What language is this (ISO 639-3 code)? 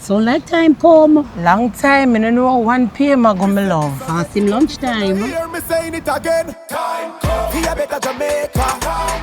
jam